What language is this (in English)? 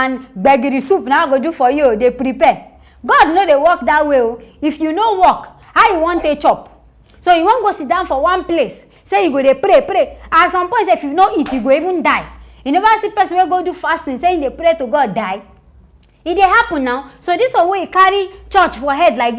Nigerian Pidgin